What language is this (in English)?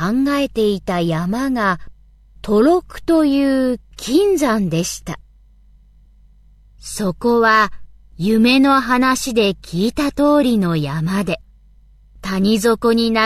Japanese